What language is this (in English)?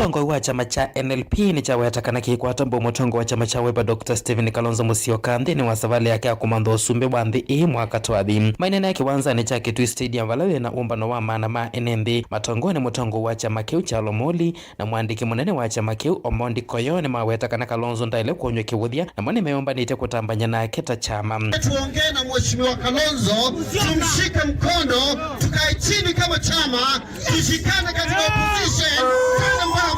Kamba